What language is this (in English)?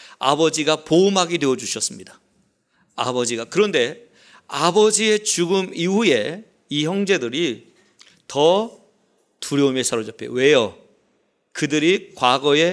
Korean